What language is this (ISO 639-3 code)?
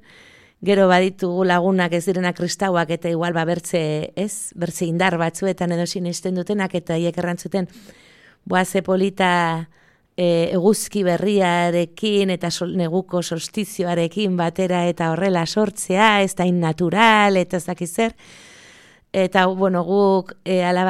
eus